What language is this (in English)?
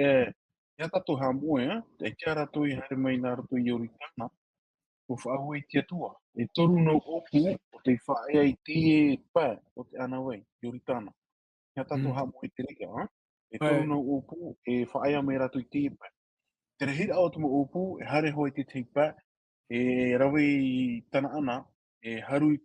Tahitian